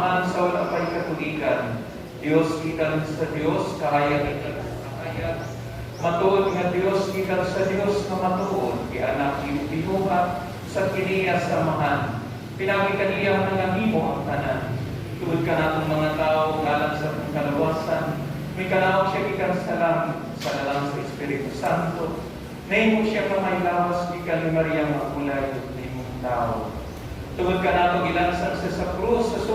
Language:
Cebuano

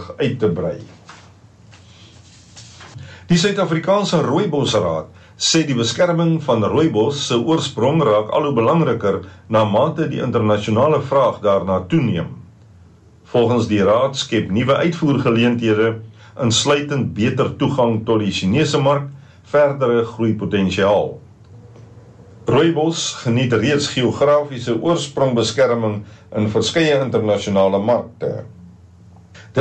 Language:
Afrikaans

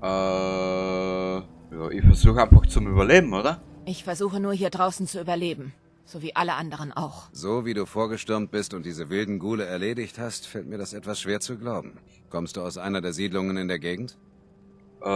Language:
Bavarian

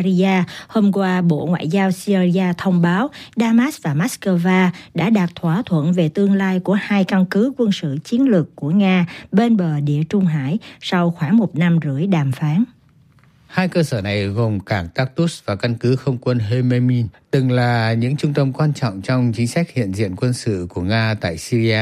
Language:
Vietnamese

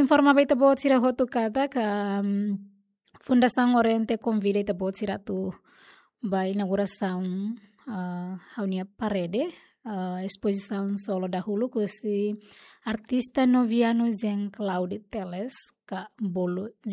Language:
Tetum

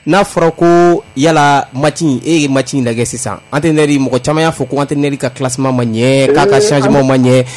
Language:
Bambara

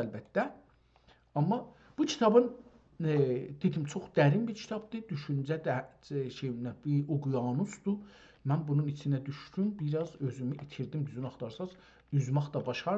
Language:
South Azerbaijani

